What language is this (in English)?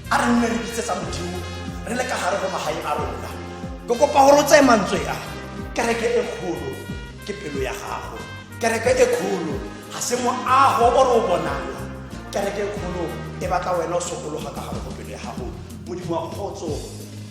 Tswana